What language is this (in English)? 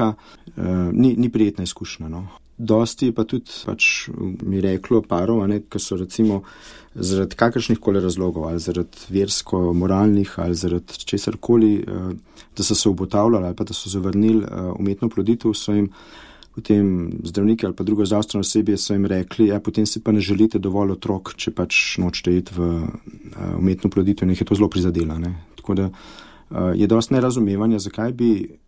Slovenian